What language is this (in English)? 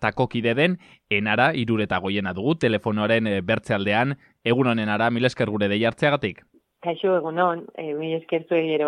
Basque